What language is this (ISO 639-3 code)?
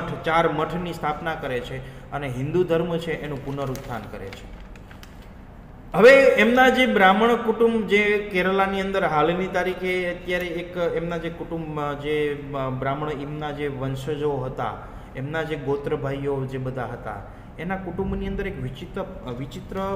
guj